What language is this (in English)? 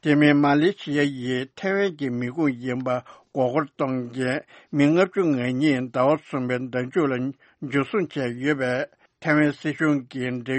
Tibetan